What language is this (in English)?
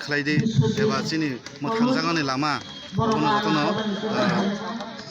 Kok Borok